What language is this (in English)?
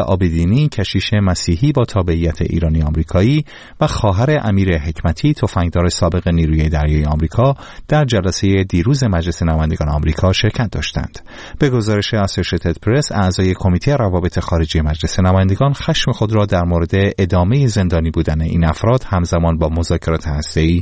Persian